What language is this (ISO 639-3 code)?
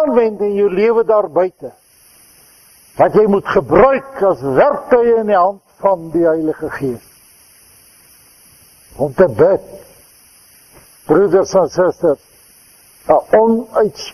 afr